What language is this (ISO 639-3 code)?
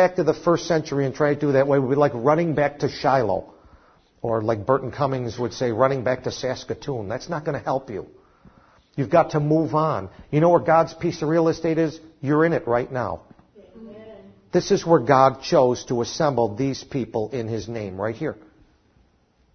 eng